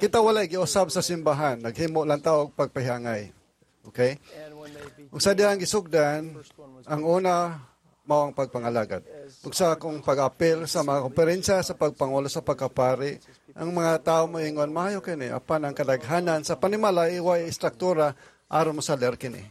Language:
Cebuano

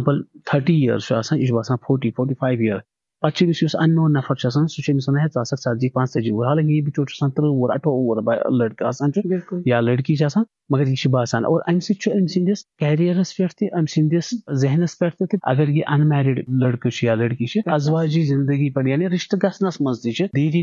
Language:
Kashmiri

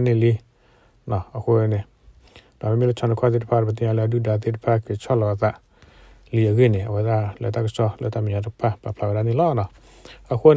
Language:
S'gaw Karen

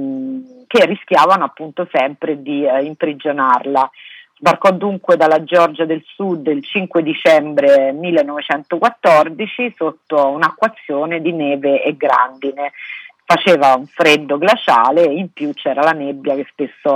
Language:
Italian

